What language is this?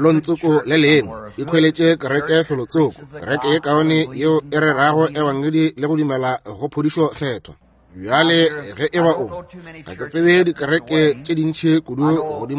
Northern Sotho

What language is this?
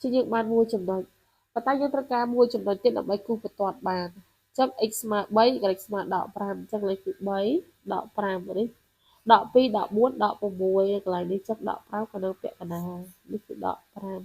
Khmer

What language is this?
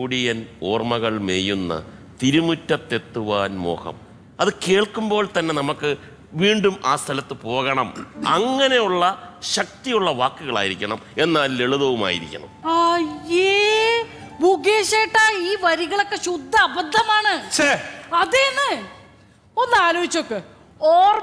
Malayalam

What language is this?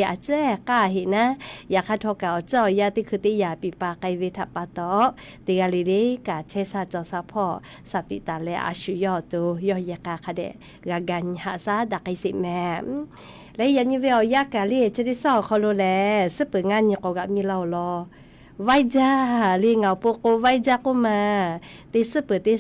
Lahu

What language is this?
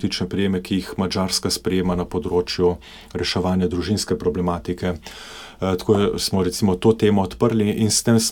Slovenian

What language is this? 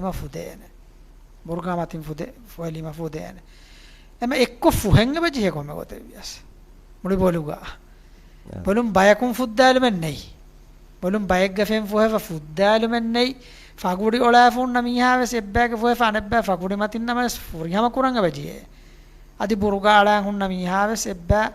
Divehi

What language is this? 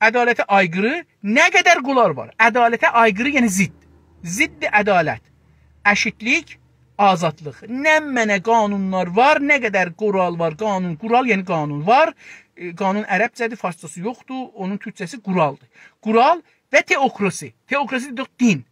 South Azerbaijani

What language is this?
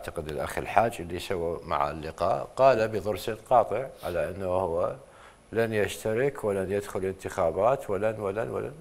Mesopotamian Arabic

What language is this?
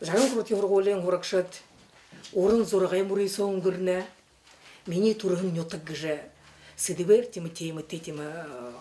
Buriat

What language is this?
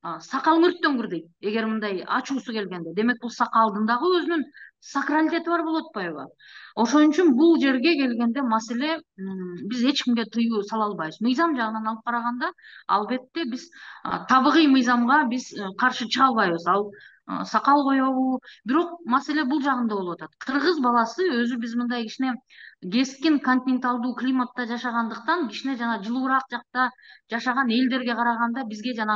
Kyrgyz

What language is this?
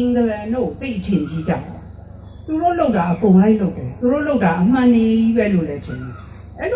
Burmese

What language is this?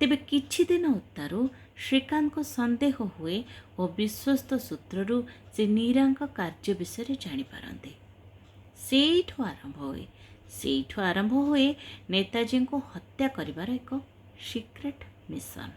Odia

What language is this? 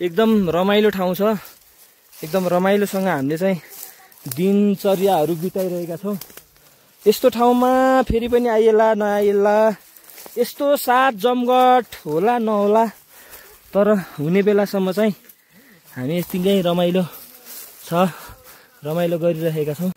Nepali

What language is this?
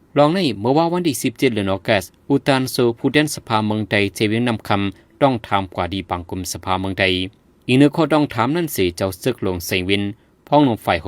Shan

